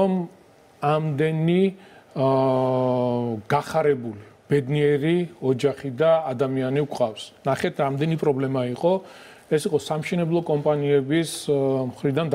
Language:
Georgian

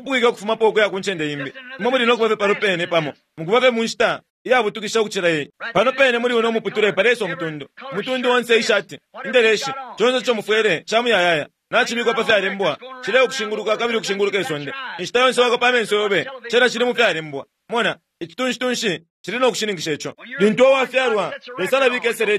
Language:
Bemba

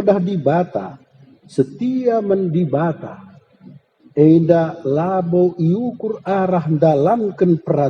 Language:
Batak Karo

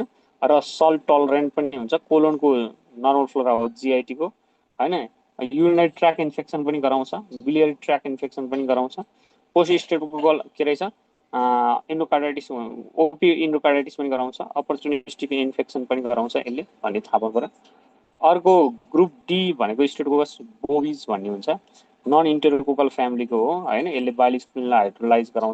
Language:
Nepali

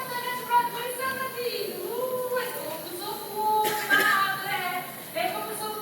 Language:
Neapolitan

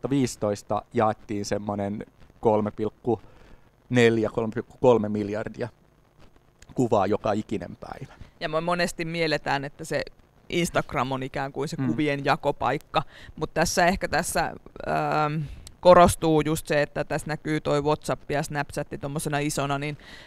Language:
Finnish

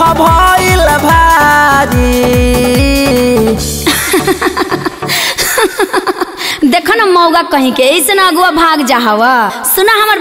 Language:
Bhojpuri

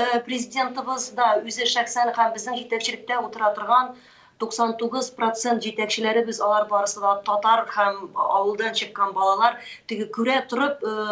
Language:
Tatar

